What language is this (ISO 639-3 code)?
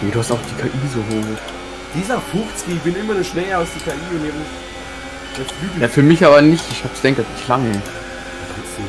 bar